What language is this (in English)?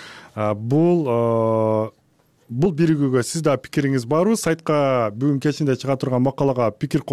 Kyrgyz